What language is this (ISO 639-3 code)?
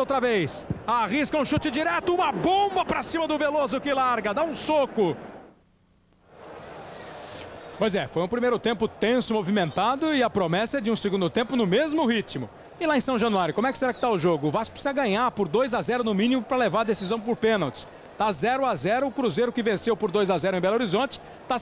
por